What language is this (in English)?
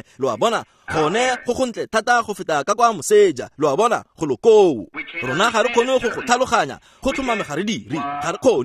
Tswana